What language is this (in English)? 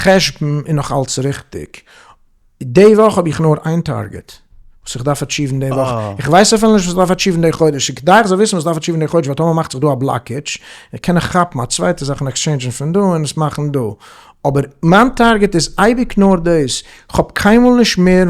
Yiddish